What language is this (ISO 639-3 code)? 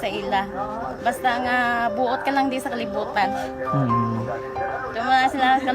hil